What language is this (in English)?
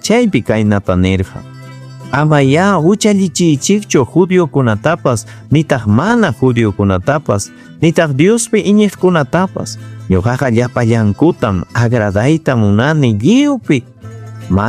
Ayacucho Quechua